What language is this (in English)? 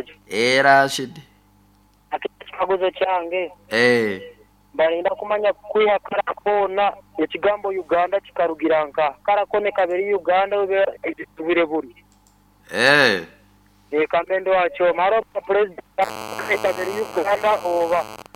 Nyoro